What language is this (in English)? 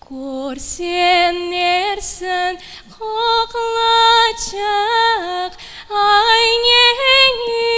Crimean Tatar